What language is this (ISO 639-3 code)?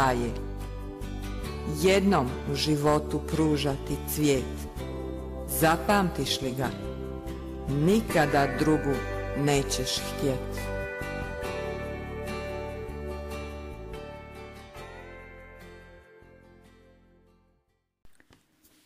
hrv